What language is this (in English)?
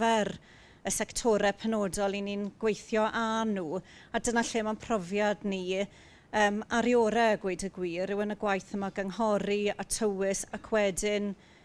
Welsh